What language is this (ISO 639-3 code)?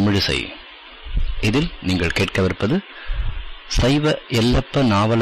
tam